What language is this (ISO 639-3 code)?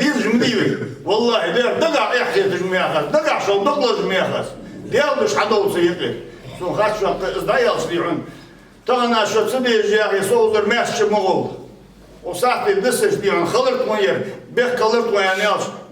inh